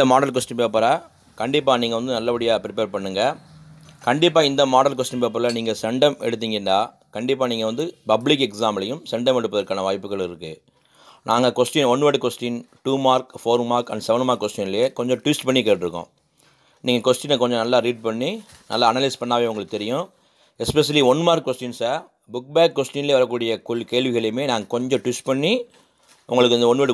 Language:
Tamil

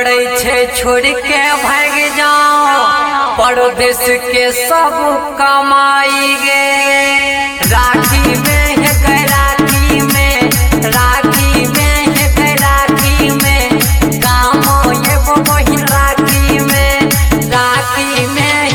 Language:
Bhojpuri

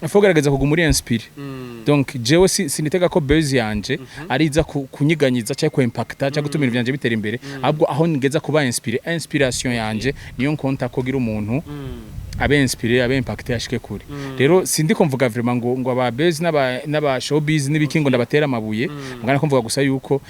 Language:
Rundi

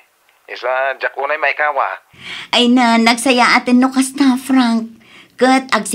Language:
Iloko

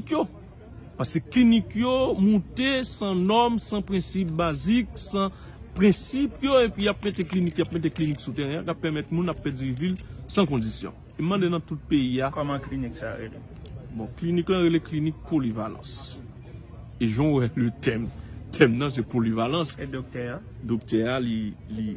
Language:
Haitian Creole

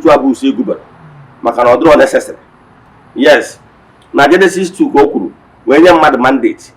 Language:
Igbo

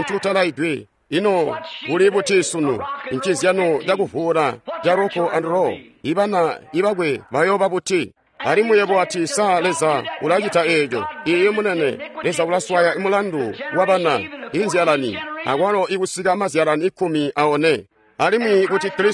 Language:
Tonga (Zambia)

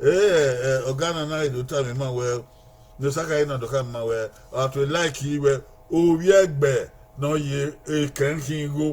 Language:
Bini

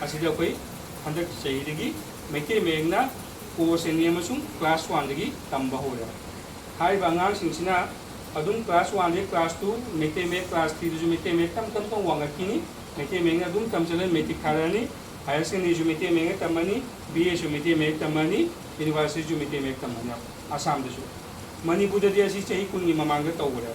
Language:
Manipuri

